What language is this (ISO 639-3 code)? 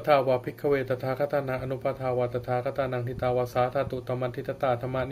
pli